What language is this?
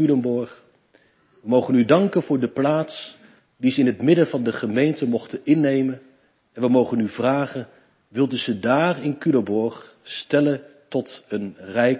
Dutch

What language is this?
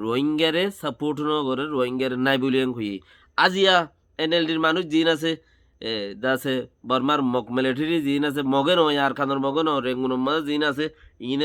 Rohingya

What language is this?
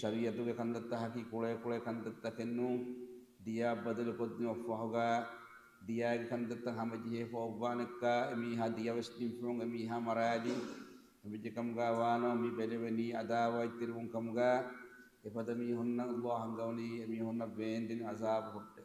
Divehi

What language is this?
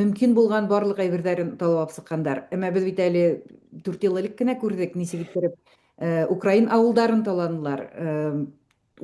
Bashkir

